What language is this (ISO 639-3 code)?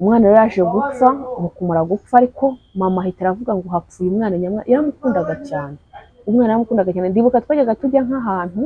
kin